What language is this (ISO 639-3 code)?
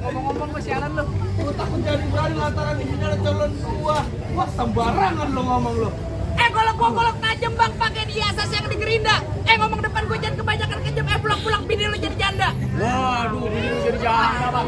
bew